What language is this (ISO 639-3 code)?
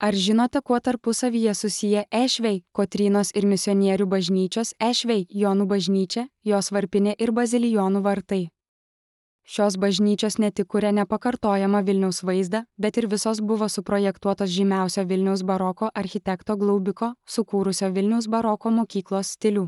lit